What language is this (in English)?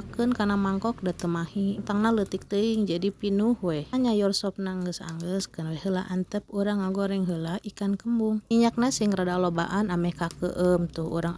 Sundanese